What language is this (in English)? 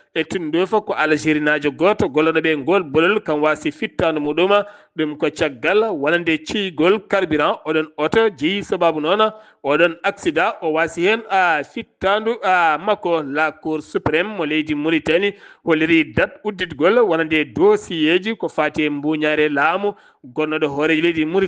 Fula